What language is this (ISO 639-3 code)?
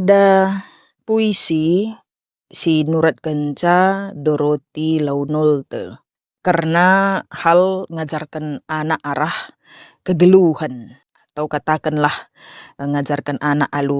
btx